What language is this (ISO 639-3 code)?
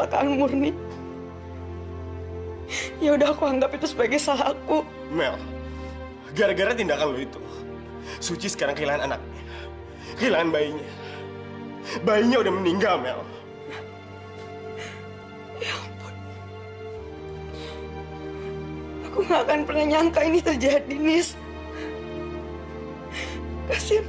ind